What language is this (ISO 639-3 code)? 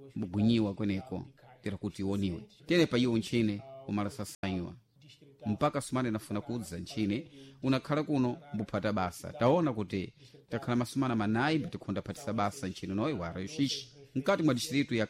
seh